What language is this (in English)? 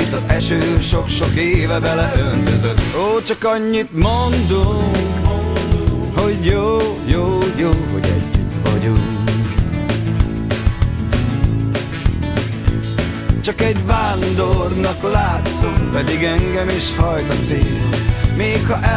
Hungarian